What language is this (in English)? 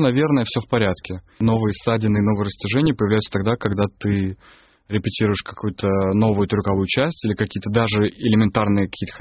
Russian